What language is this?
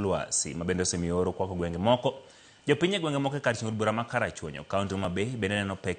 Luo (Kenya and Tanzania)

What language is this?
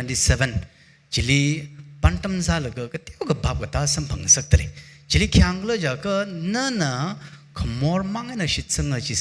Tangkhul Naga (India)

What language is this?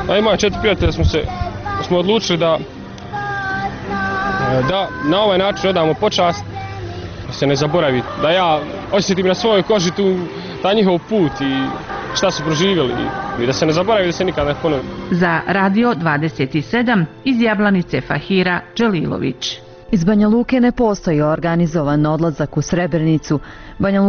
Bosnian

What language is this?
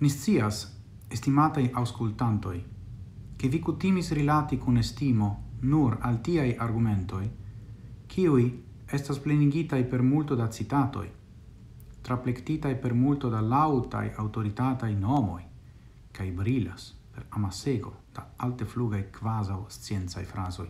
Esperanto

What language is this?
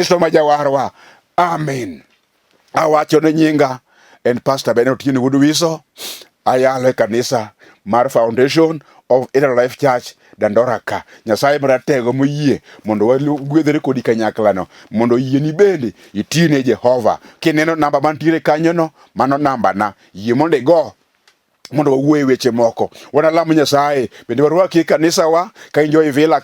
Luo (Kenya and Tanzania)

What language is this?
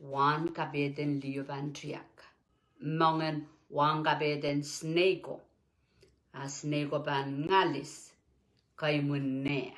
Pohnpeian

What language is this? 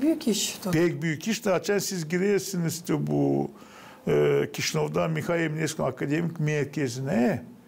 Gagauz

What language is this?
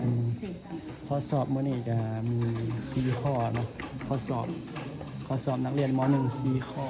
Northeastern Thai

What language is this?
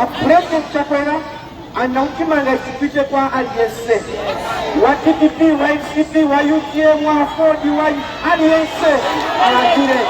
Nyanja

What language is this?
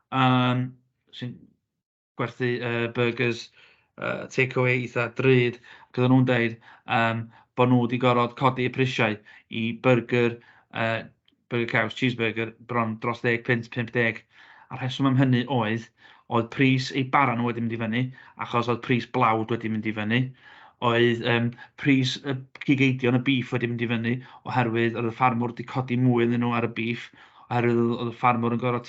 Welsh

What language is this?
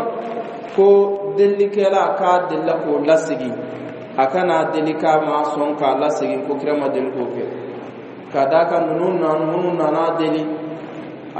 Bambara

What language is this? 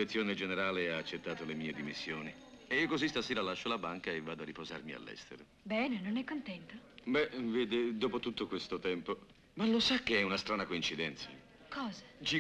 Italian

